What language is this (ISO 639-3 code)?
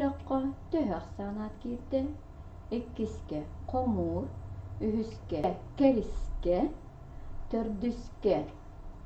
sah